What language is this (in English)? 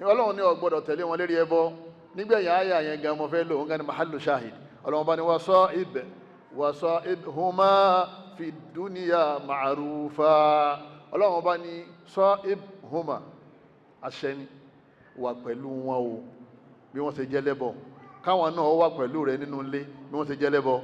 Yoruba